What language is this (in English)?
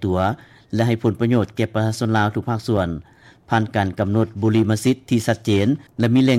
Lao